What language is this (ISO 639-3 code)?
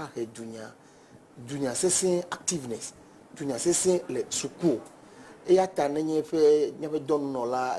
ewe